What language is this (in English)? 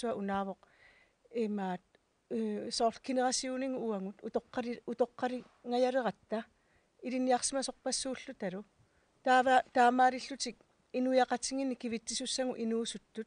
Kalaallisut